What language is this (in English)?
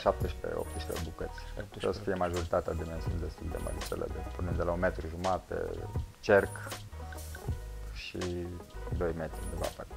Romanian